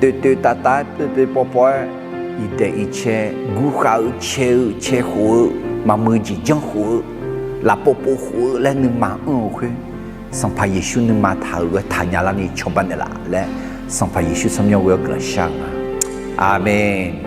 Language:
Akha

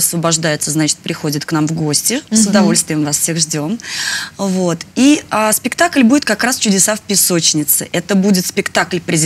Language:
Russian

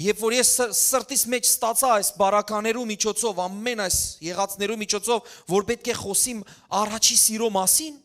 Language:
Western Armenian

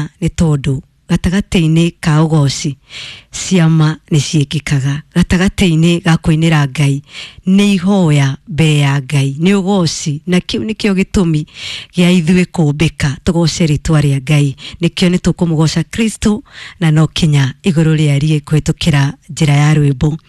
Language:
Kikuyu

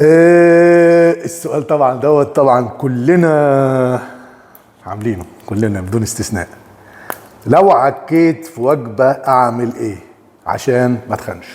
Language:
Egyptian Arabic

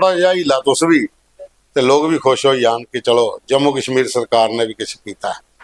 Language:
Dogri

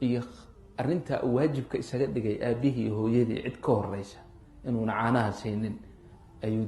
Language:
Somali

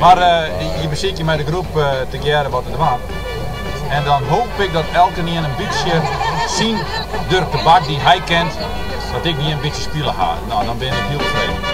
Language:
Western Frisian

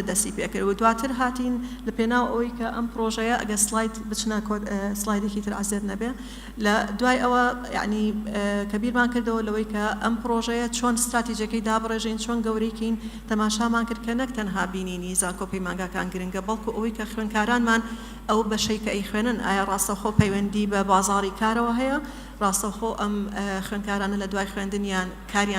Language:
Central Kurdish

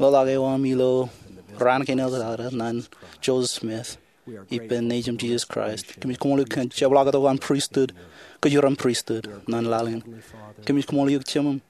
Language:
Marshallese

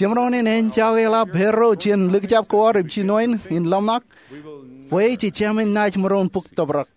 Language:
Marshallese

